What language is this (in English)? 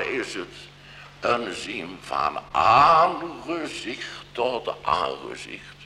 Dutch